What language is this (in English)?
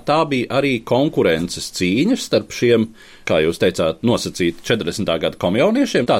Latvian